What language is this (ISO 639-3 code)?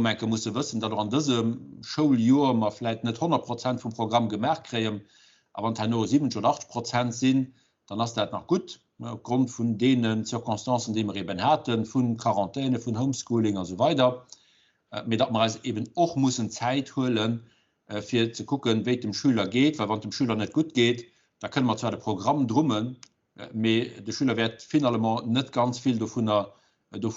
ltz